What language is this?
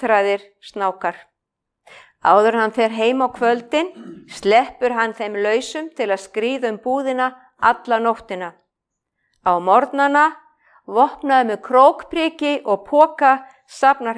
Icelandic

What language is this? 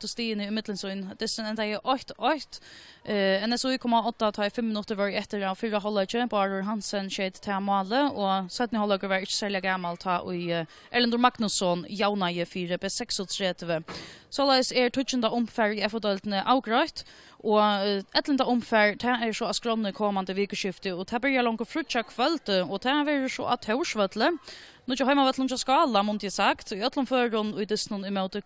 Faroese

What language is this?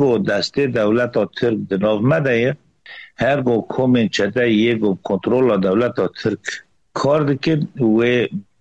Kurdish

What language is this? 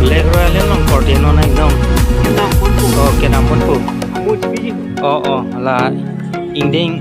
Karbi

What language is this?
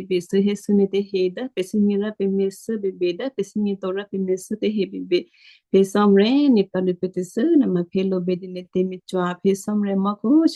Western Kayah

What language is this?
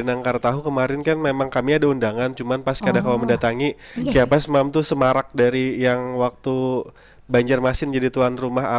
Banjar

